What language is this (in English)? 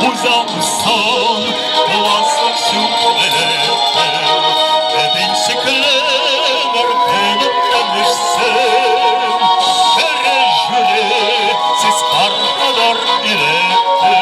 Chuvash